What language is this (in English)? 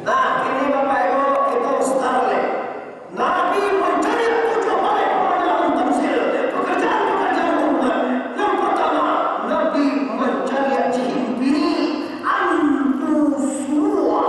Minangkabau